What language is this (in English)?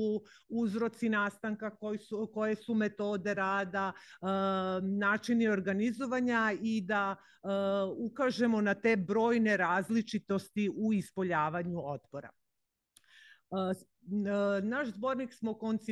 Serbian